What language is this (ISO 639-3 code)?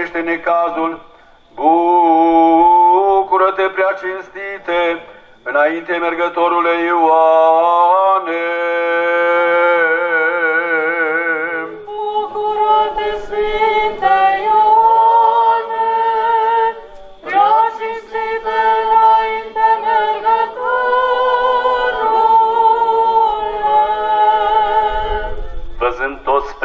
ron